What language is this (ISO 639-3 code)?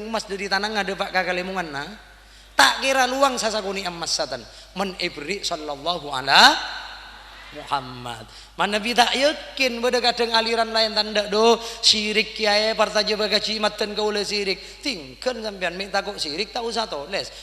mad